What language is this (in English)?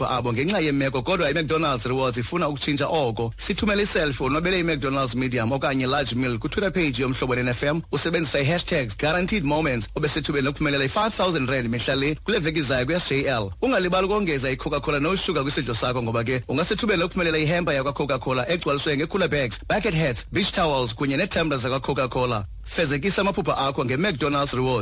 Xhosa